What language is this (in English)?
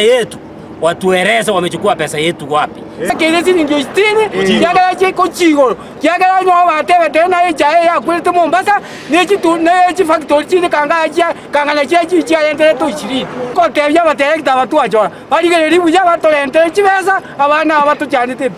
Gusii